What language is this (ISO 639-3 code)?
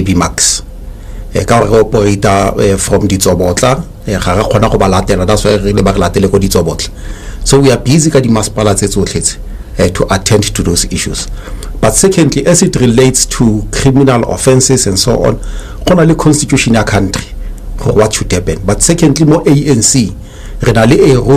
tsn